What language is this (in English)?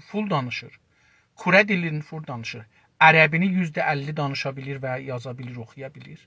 South Azerbaijani